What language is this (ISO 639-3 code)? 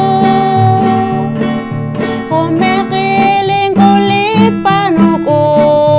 poh